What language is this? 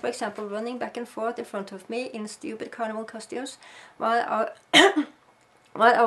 English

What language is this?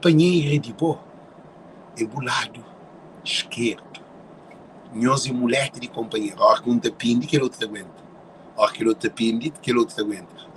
Kabuverdianu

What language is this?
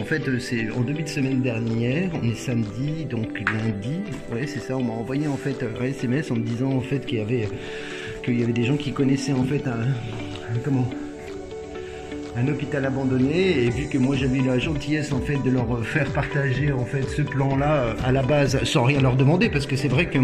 French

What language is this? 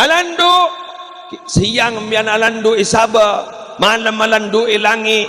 Madurese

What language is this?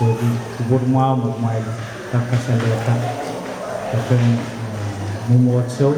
Pohnpeian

